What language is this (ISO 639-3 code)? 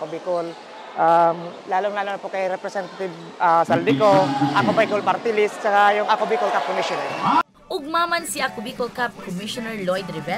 bik